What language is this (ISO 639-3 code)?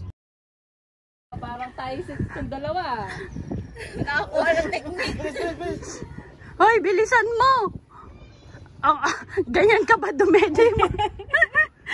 fil